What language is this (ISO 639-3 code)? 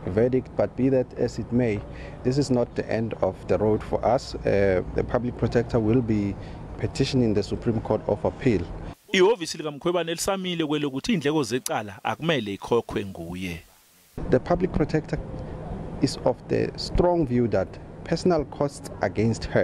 zul